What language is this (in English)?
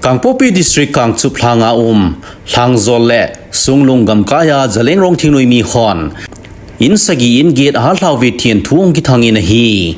Thado Chin